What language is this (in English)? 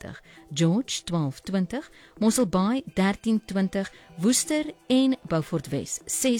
Afrikaans